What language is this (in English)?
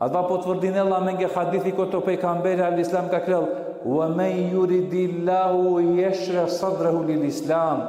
Balkan Romani